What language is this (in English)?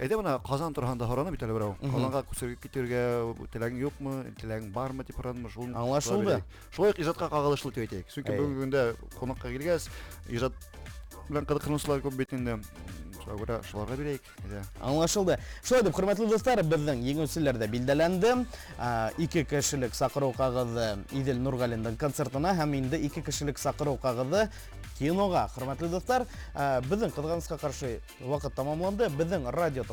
Bashkir